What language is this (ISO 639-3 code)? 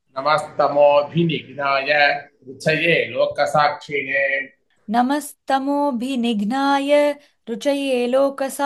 san